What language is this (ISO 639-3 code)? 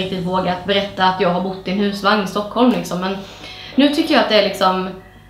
swe